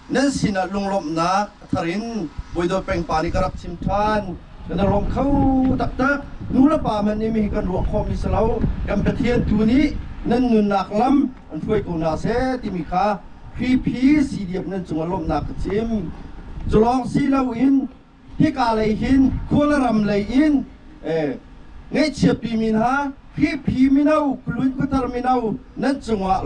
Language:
Hakha Chin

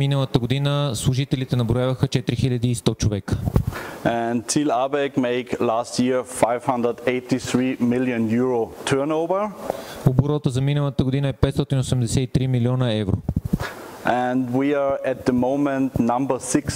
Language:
Bulgarian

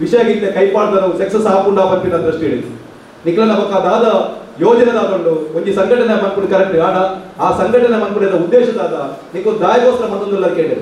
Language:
Tulu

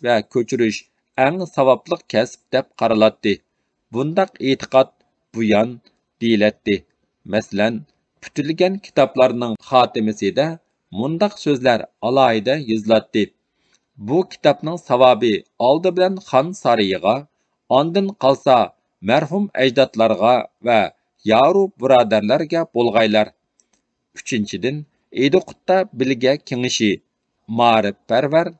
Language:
Uyghur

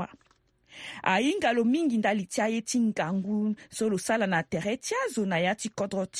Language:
Sango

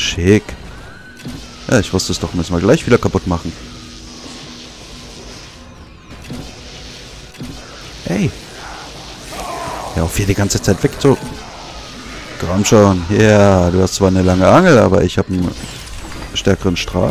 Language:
German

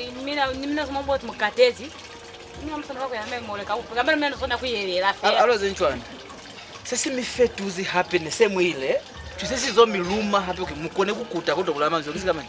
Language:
Lozi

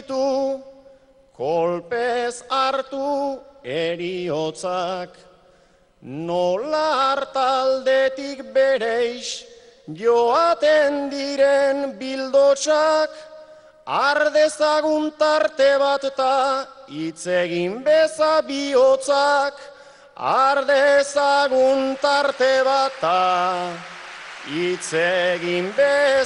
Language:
Basque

